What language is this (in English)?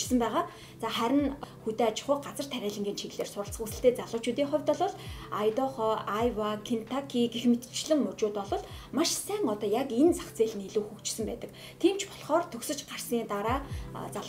Mongolian